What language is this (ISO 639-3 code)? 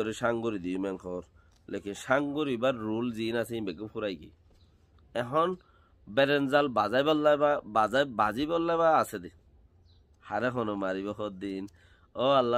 rhg